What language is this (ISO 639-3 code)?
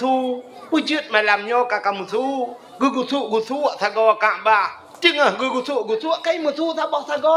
ace